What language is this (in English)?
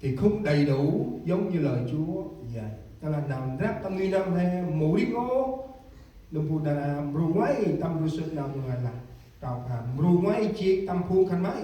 Central Mnong